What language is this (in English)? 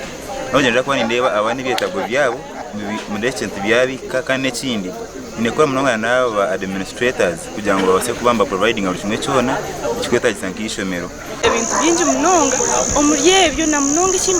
Nyankole